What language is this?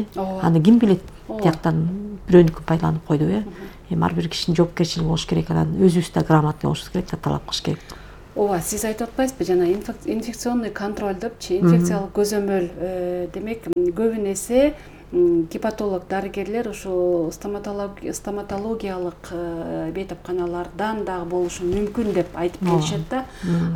Kyrgyz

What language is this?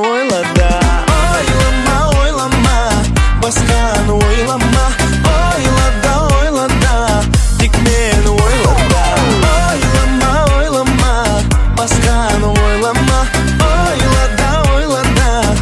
Kazakh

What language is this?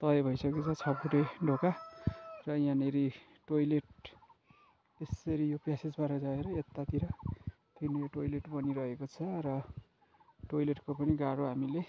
Nepali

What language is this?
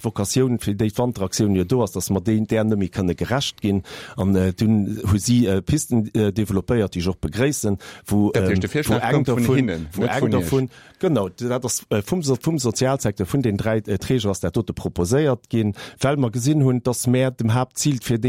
Luxembourgish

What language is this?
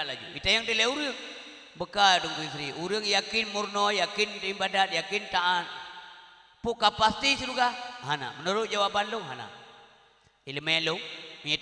Achinese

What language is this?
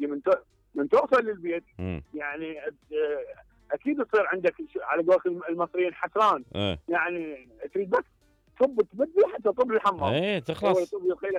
Mesopotamian Arabic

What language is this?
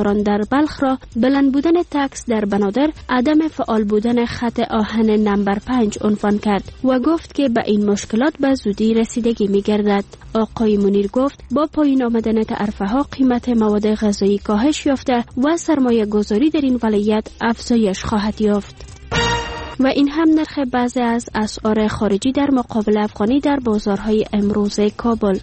Persian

